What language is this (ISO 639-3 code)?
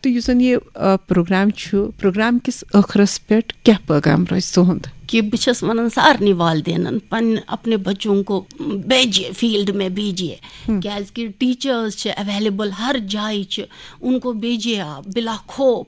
kas